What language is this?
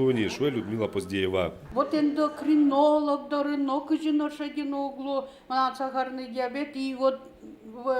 Udmurt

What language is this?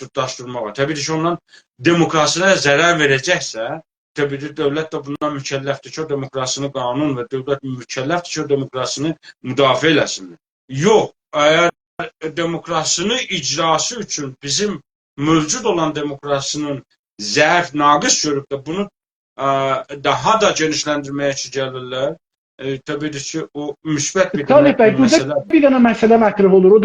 South Azerbaijani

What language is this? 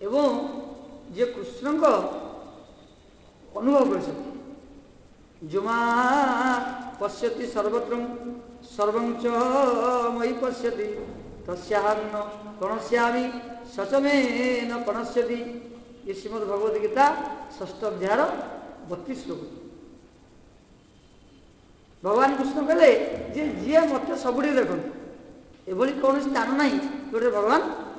Odia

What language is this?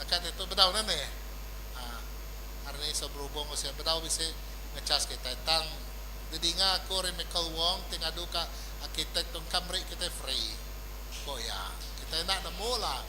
Iban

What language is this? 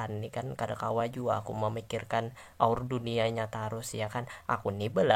Banjar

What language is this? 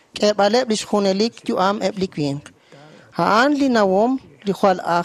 Kekchí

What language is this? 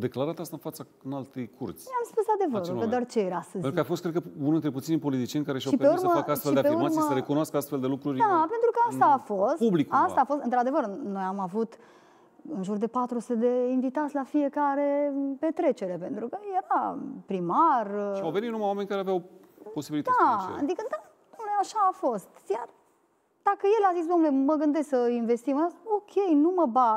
Romanian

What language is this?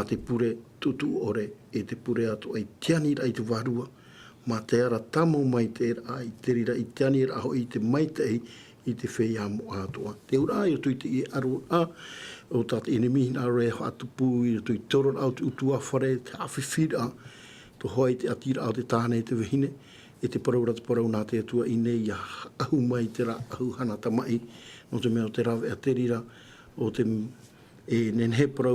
Tahitian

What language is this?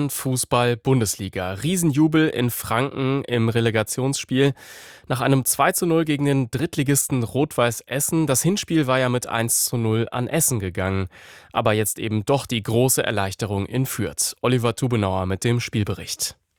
German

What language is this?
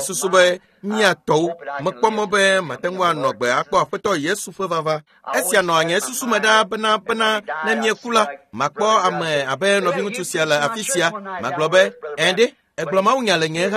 Ewe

